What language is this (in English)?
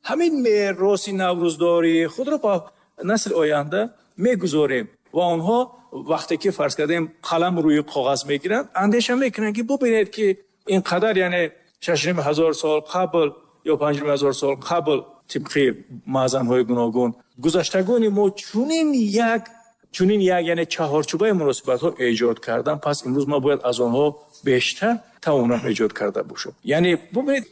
Tajik